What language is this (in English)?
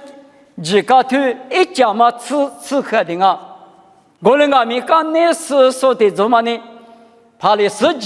Lisu